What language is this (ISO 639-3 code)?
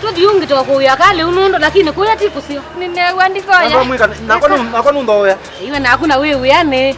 kam